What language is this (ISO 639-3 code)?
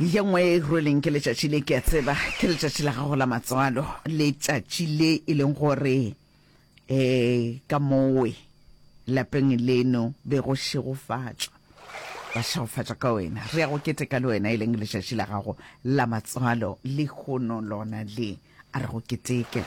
nso